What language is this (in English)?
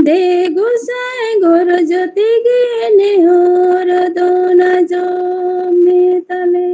Santali